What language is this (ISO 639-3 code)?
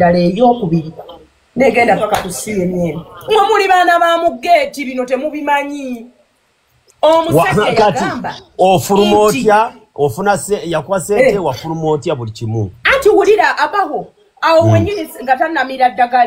lug